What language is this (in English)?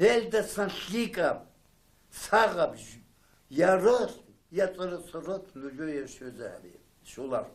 Avaric